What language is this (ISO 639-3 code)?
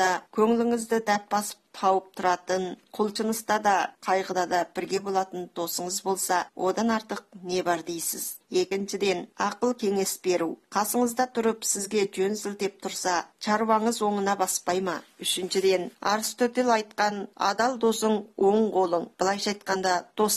kaz